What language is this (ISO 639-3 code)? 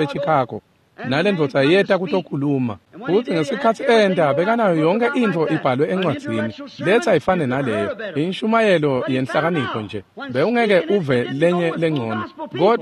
ssw